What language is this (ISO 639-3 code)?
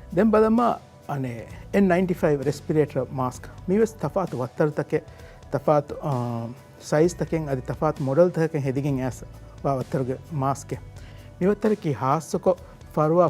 div